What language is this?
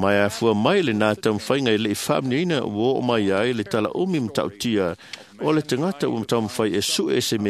Samoan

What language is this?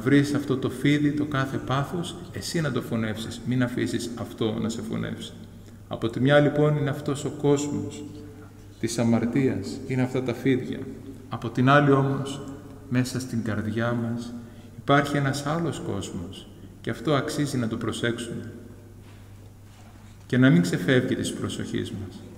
Greek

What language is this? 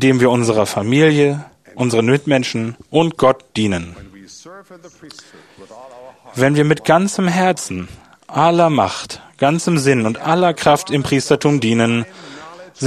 German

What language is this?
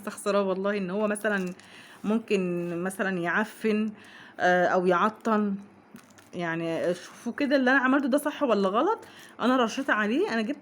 Egyptian Arabic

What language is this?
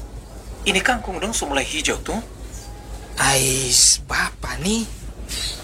Banjar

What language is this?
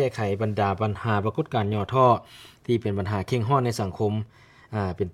Lao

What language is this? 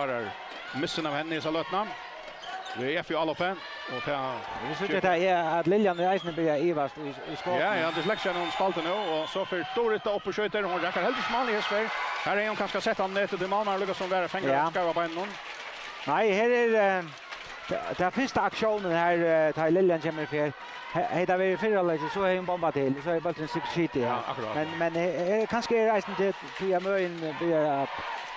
Faroese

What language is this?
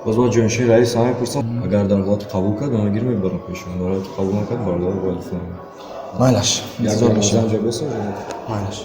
Tajik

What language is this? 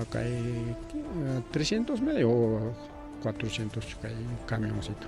Ayacucho Quechua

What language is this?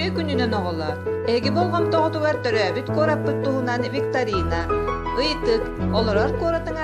Yakut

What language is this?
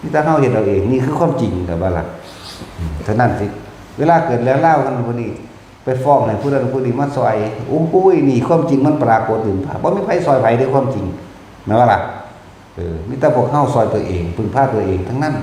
Northeastern Thai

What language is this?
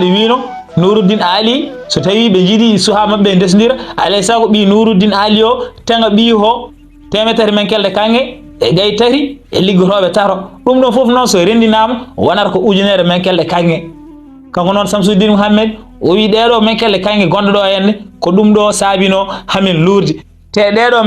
Fula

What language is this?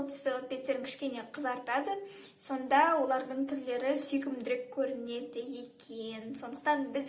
Kazakh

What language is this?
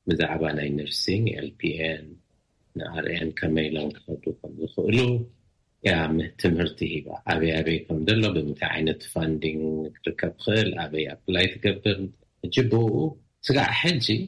Tigrinya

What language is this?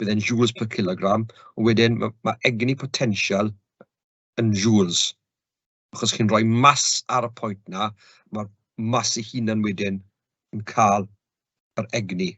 Welsh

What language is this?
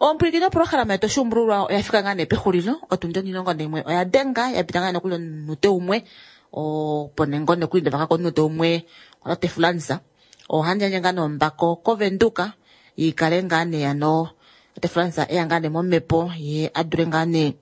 Kuanyama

